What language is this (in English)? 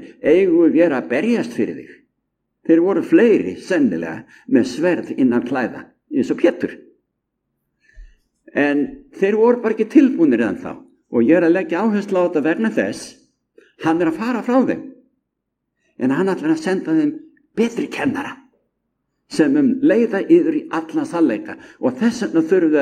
Icelandic